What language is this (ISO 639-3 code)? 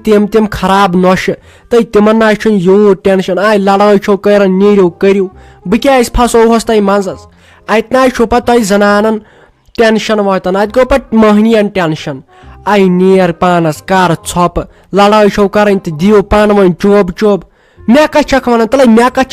kas